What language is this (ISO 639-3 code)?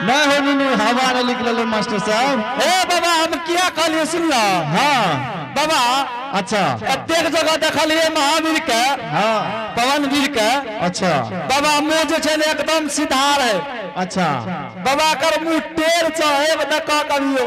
anp